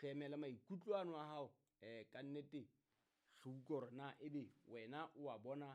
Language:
Southern Sotho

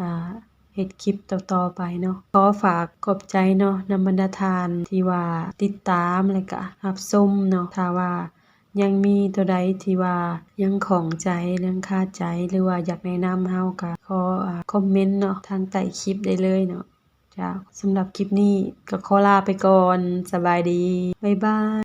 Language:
Lao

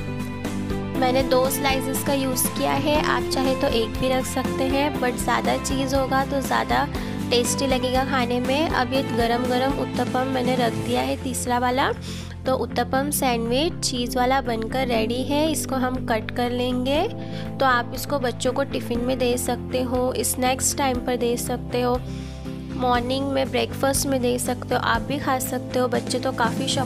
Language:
Hindi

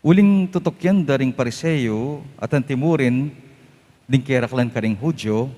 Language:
Pampanga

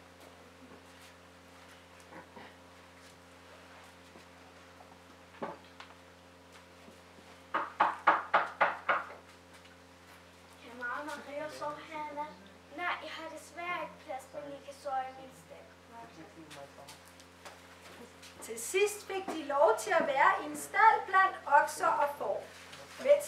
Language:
Danish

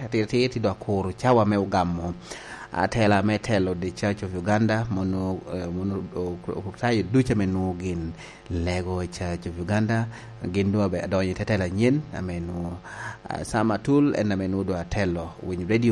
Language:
Lango (Uganda)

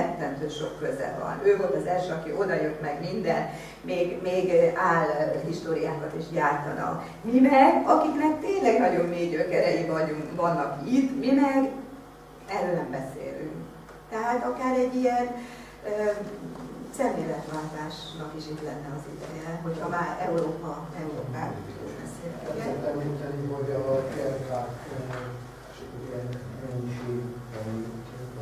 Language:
Hungarian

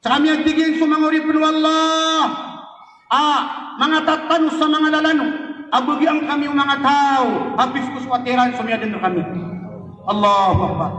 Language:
Maranao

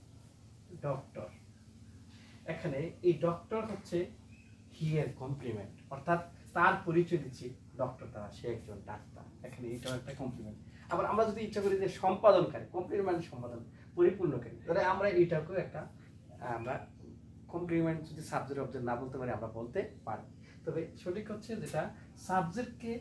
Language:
Bangla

